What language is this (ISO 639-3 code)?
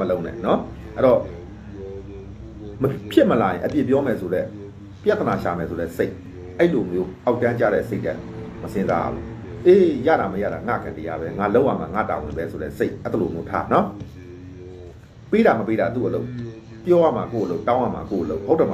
mya